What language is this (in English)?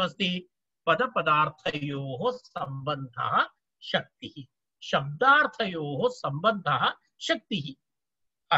Sanskrit